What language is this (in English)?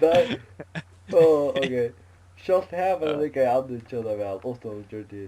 Faroese